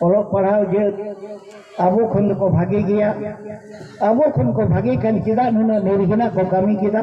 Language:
Santali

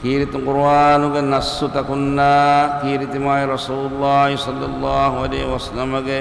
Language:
Divehi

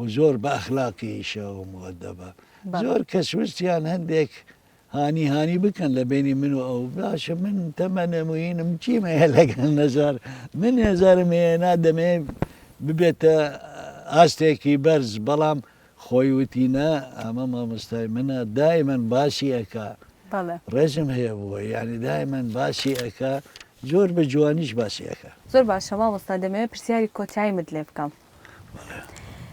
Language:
Central Kurdish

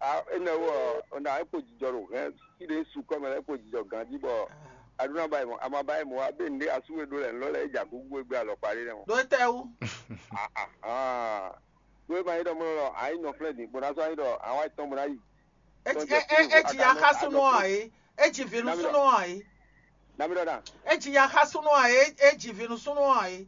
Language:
Fon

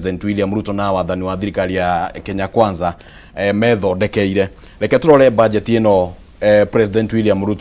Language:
Kikuyu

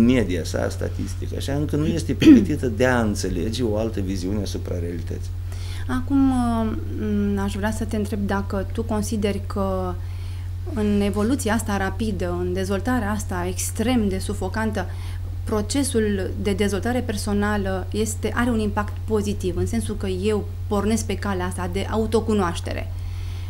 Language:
Romanian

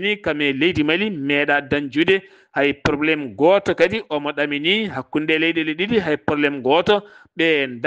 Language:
Fula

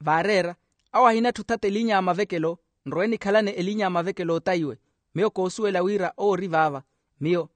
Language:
Makhuwa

